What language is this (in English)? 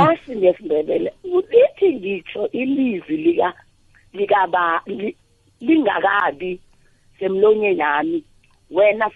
South Ndebele